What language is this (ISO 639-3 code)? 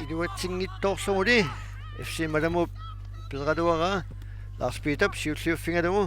kal